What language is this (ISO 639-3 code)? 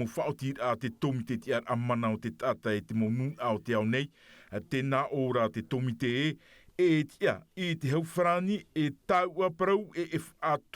tah